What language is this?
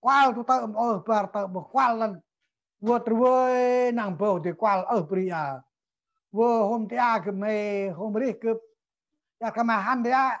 Central Mnong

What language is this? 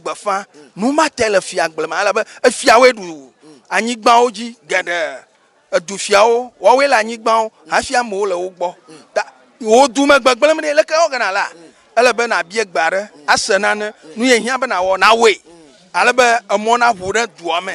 Ewe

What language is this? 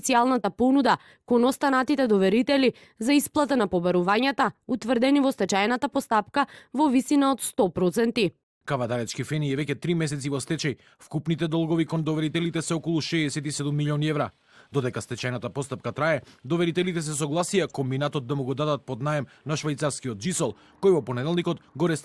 Macedonian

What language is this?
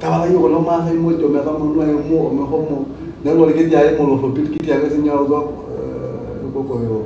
Masai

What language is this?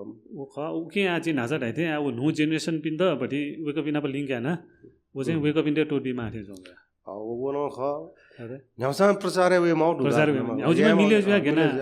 Newari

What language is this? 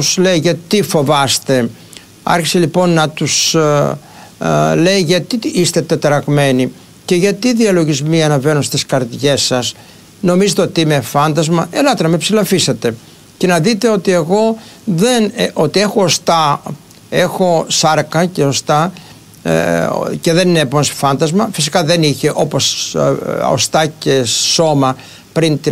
Greek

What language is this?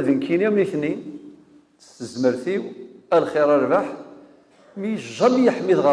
Kabyle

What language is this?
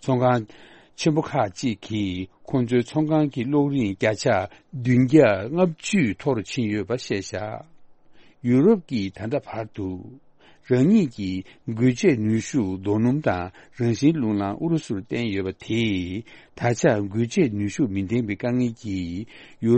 Tibetan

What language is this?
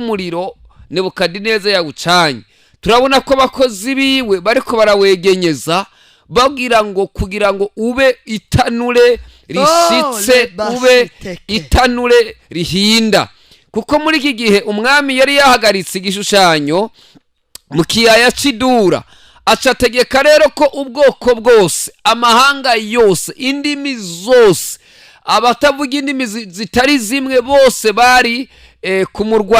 Rundi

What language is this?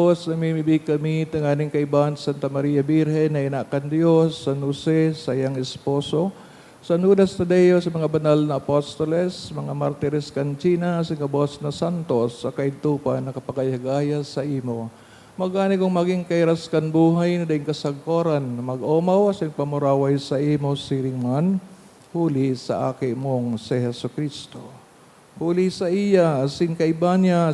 Bikol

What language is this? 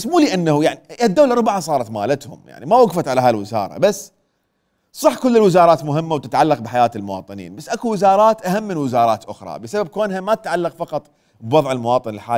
Mesopotamian Arabic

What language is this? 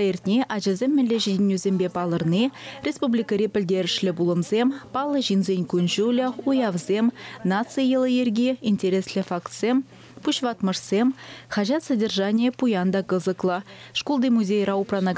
Chuvash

